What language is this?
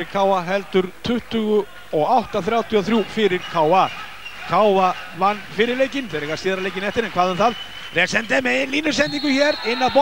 Icelandic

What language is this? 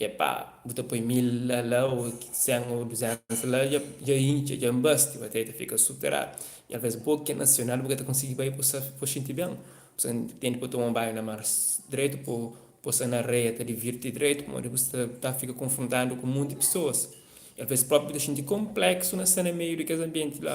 Kabuverdianu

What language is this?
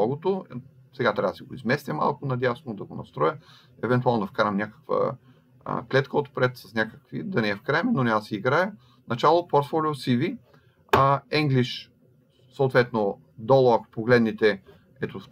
Bulgarian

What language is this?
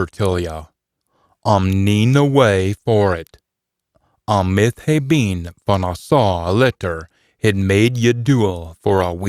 Scots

